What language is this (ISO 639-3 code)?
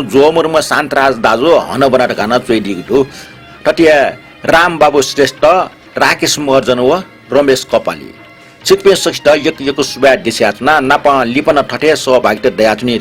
new